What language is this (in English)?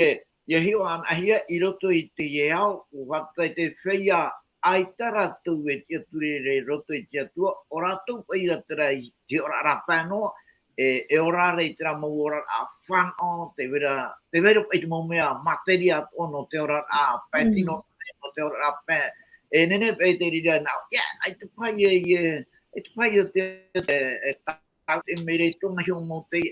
Tahitian